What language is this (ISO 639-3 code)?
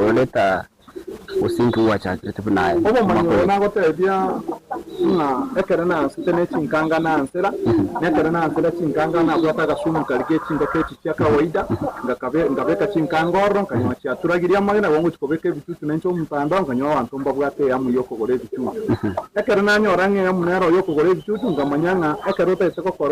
guz